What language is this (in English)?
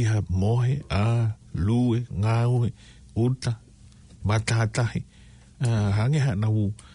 Tongan